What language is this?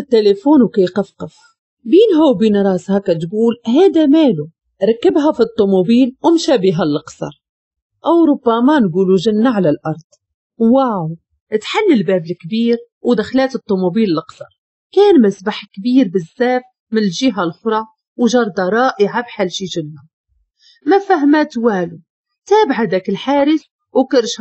Moroccan Arabic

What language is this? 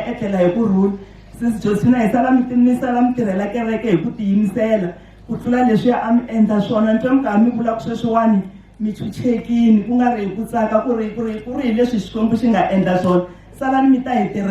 Tsonga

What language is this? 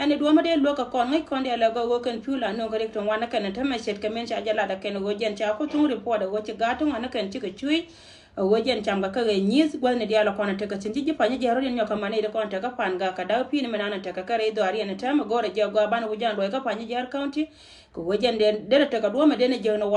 Nuer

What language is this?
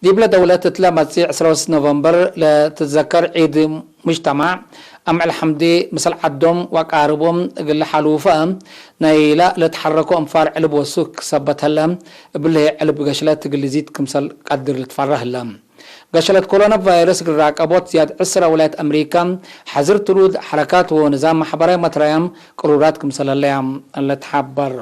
Tigre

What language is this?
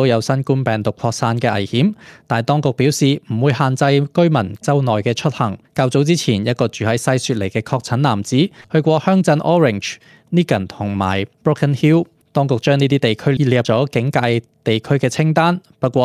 Cantonese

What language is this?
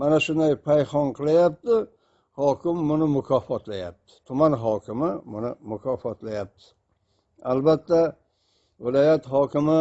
Uzbek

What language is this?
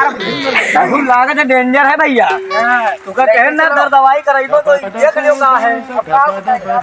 Awadhi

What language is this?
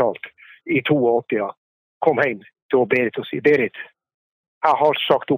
Norwegian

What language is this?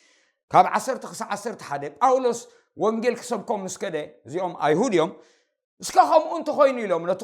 Tigrinya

